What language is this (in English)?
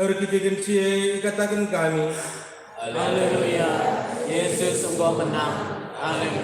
Batak Karo